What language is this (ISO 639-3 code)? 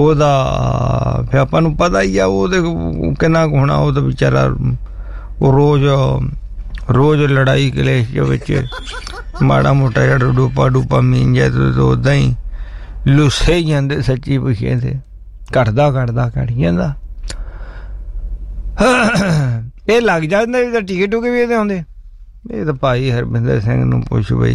pan